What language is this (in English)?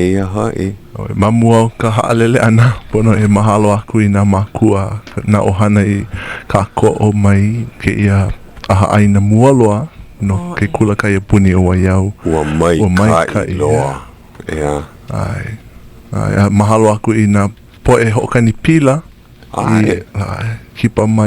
Hawaiian